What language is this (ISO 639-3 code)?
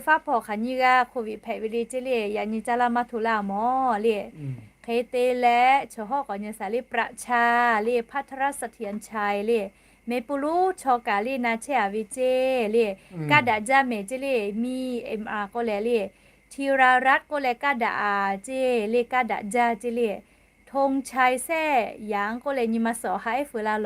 lhu